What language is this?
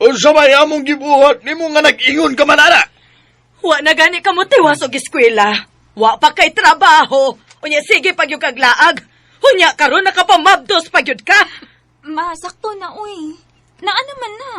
Cebuano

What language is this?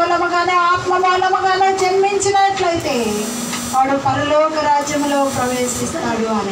Telugu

